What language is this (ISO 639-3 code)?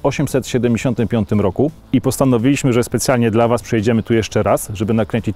pol